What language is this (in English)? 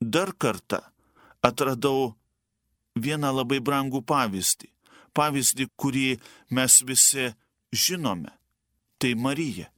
Lithuanian